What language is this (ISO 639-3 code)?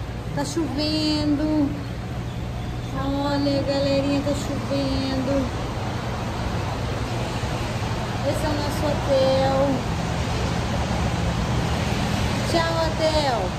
por